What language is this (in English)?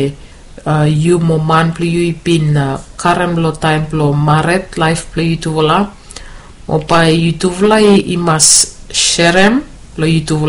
Bislama